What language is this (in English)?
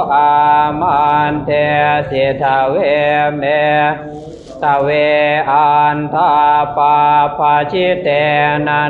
Pali